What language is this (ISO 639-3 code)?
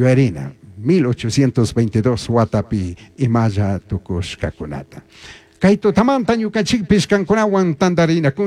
qug